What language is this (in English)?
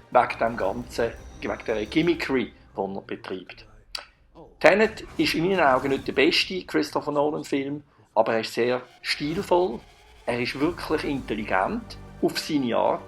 Swiss German